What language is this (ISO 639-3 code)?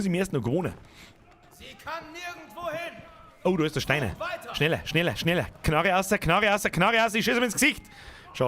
bar